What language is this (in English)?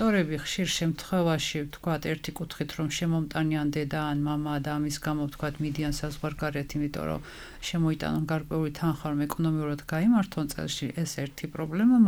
Georgian